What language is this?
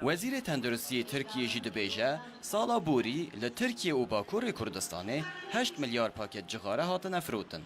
Kurdish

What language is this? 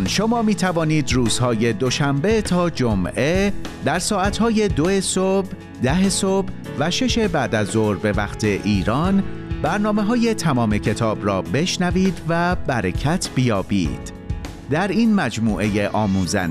Persian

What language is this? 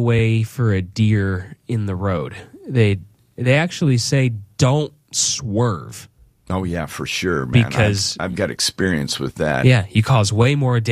English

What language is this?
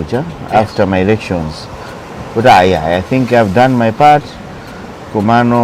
Nyanja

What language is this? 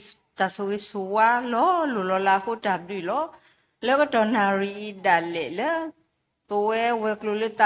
S'gaw Karen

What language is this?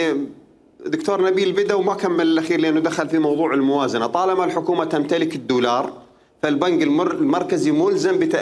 Mesopotamian Arabic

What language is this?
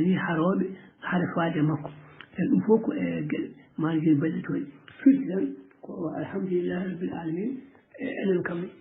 Fula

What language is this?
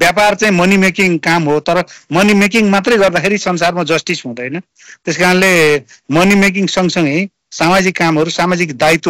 Nepali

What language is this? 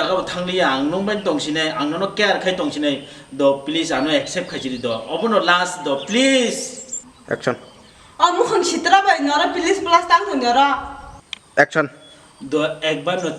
Kok Borok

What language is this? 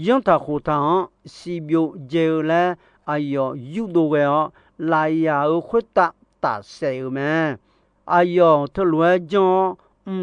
Akha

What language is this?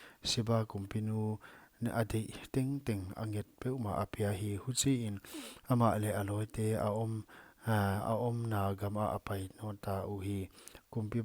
Paite Chin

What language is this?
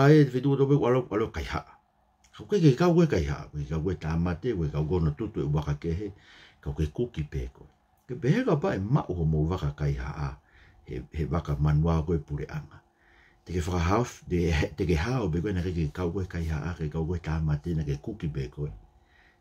Tongan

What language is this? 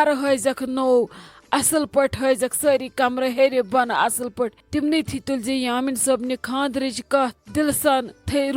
Kashmiri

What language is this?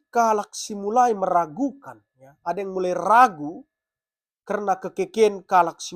Batak Karo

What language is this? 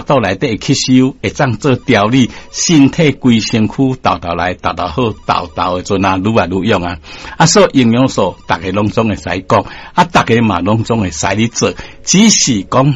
Min Nan Chinese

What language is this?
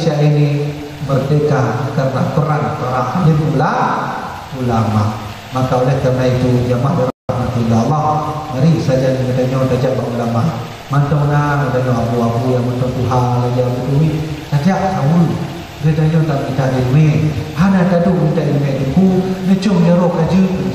Achinese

